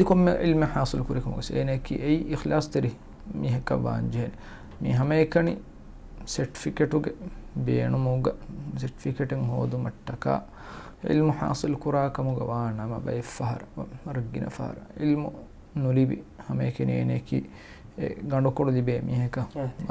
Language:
Divehi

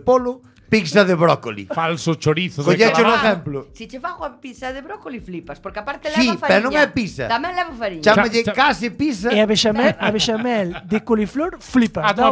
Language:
Galician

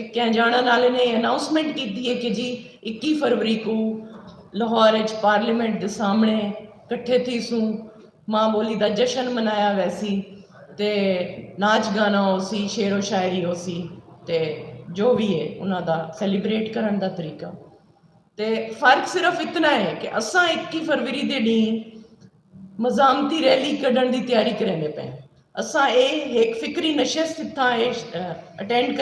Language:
Saraiki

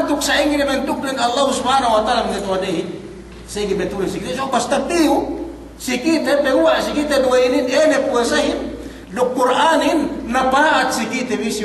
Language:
Yakan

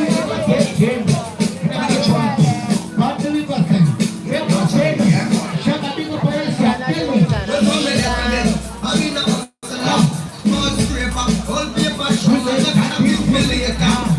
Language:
Jamaican Creole English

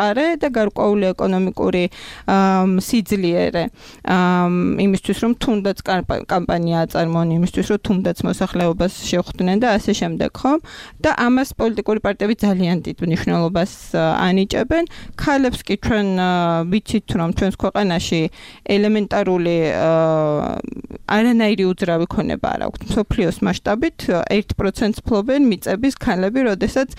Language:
Georgian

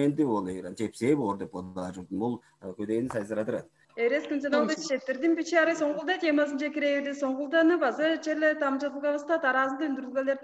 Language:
Tuvinian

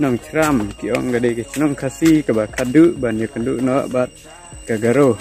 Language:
Khasi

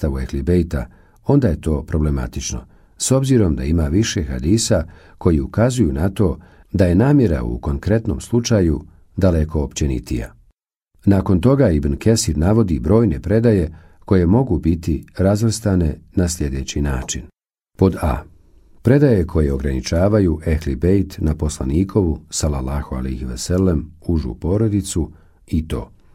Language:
Bosnian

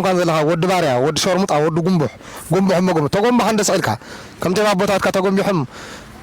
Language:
Tigrinya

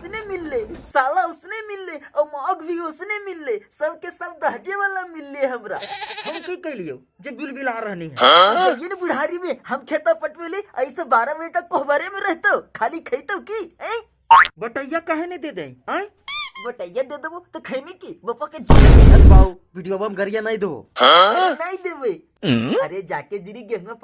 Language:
Magahi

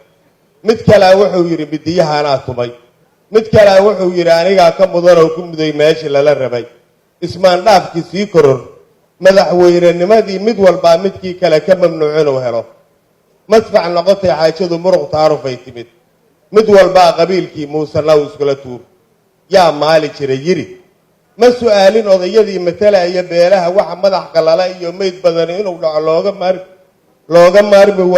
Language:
Somali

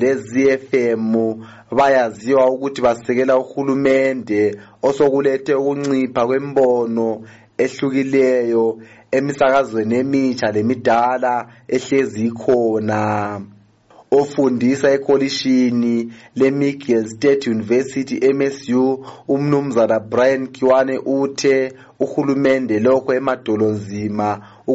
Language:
North Ndebele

